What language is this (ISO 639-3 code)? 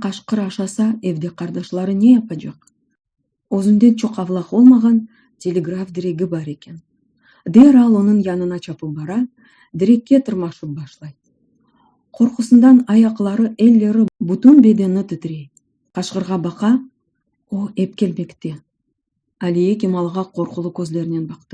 crh